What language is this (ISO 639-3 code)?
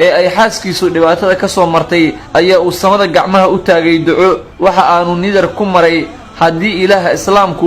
som